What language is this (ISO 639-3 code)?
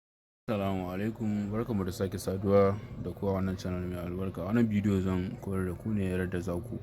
hau